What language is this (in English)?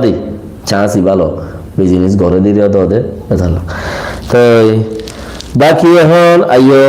Rohingya